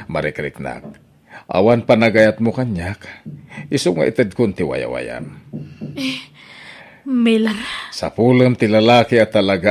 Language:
Iloko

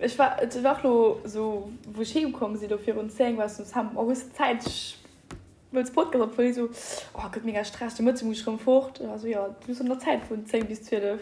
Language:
Luxembourgish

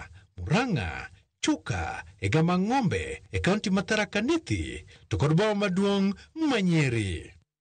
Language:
Luo (Kenya and Tanzania)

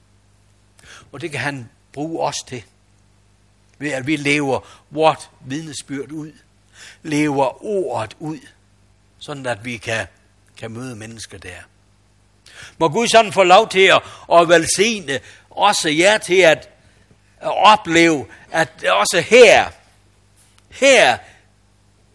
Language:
Danish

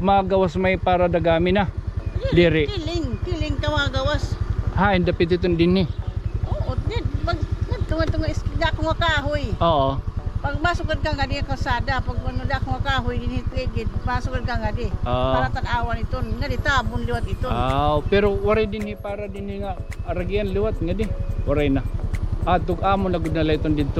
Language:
Waray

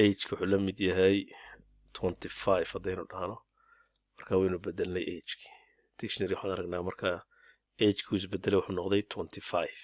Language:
Somali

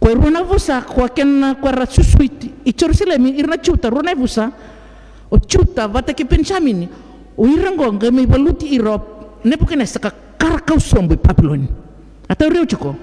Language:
Fijian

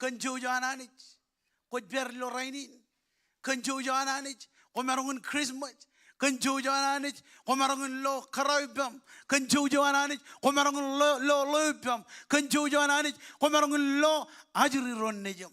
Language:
Marshallese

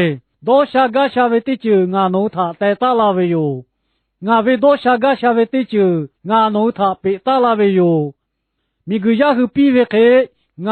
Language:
Lahu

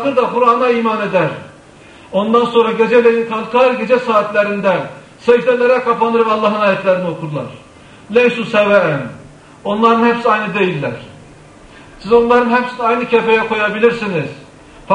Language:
Turkish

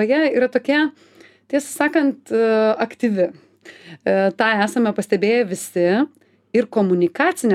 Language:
Lithuanian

